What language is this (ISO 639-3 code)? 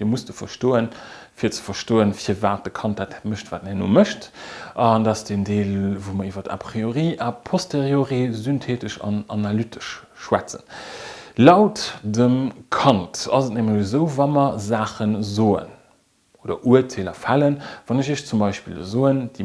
ltz